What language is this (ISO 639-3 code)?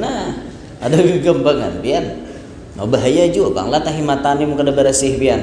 bjn